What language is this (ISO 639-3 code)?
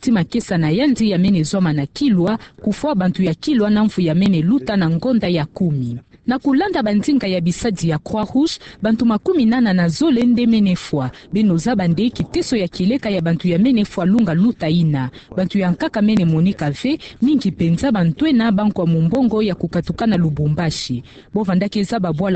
ktu